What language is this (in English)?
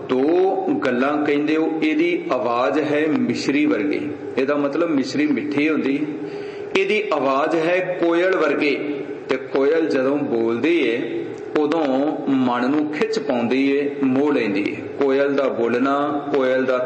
Punjabi